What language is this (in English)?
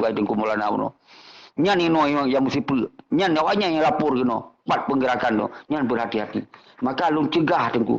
Achinese